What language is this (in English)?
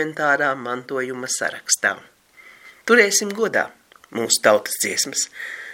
Latvian